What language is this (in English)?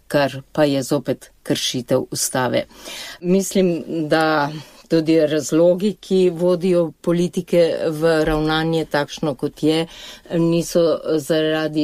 Slovenian